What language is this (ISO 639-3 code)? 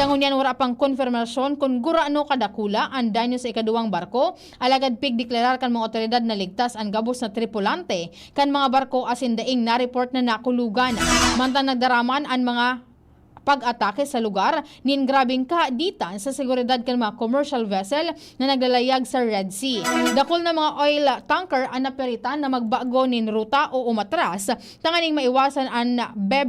bik